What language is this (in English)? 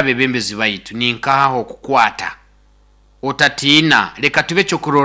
Nyoro